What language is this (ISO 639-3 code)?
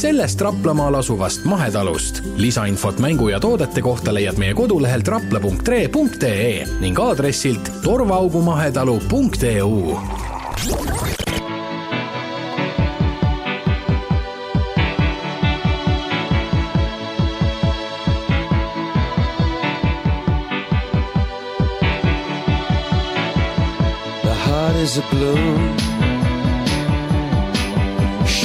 est